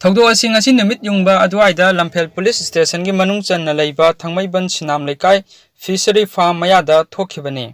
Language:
Manipuri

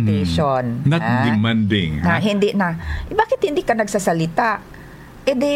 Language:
Filipino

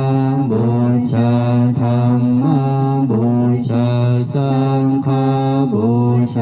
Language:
Pali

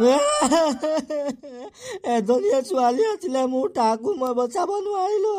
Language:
Assamese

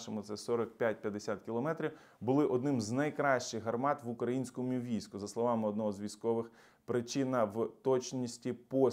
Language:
Ukrainian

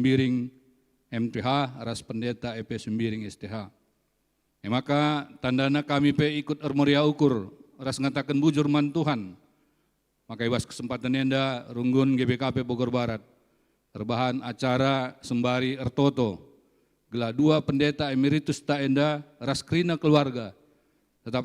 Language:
Batak Karo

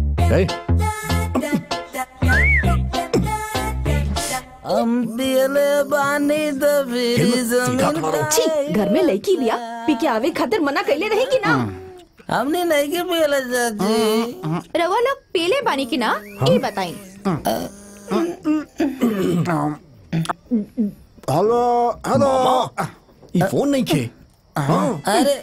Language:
Bhojpuri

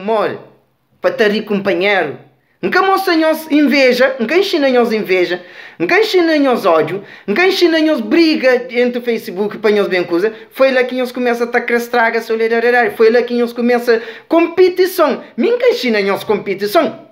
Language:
Kabuverdianu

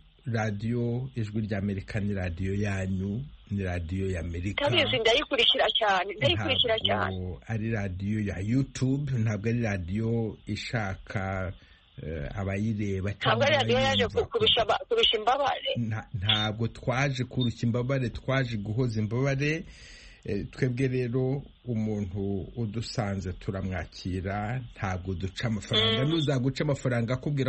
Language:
Kinyarwanda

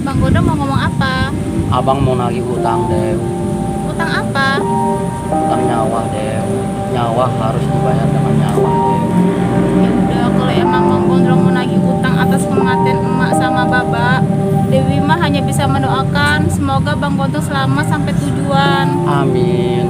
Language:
Betawi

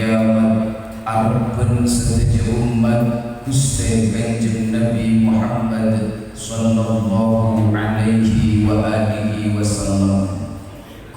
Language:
Madurese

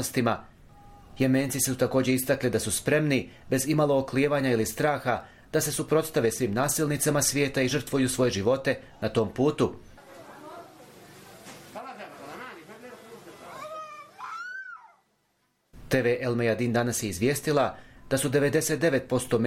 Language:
Bosnian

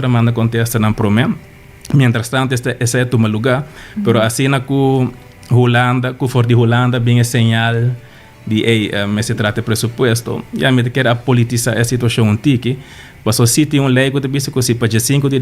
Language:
Papiamento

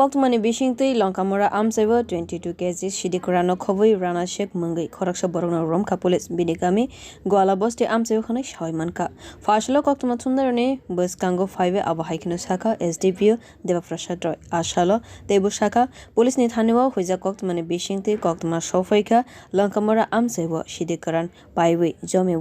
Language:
Kok Borok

